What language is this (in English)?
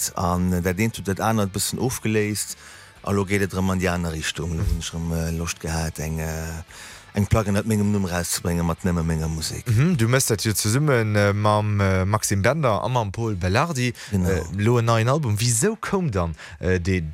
Luxembourgish